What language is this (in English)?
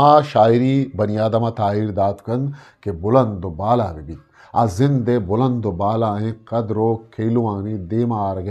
Eastern Balochi